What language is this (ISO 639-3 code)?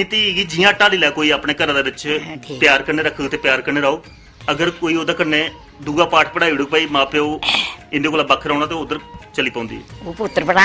doi